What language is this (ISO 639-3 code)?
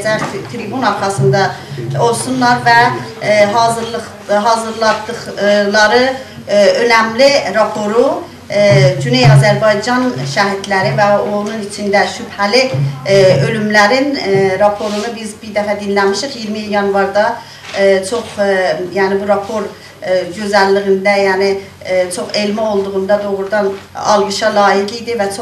azb